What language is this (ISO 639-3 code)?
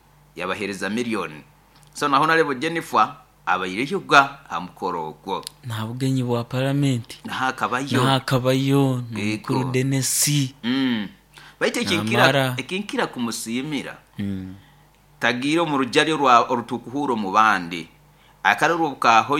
nyo